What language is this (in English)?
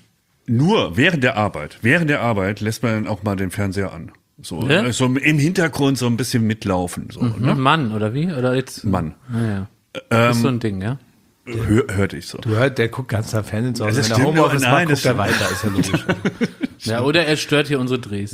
German